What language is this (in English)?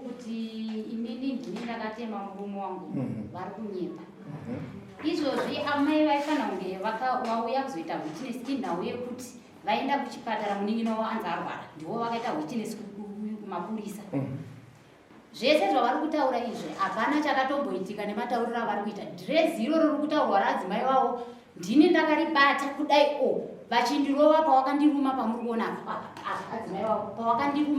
Shona